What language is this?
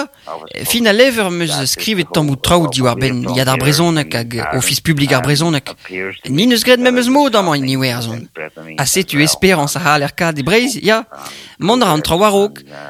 Breton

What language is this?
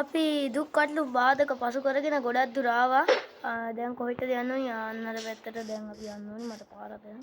Sinhala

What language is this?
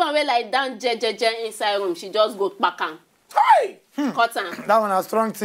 Nigerian Pidgin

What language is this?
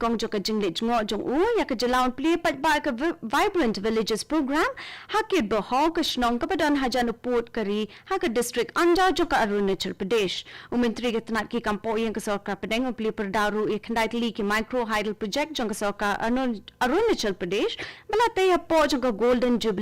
Khasi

